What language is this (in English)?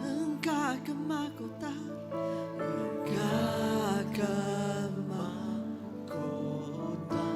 Iban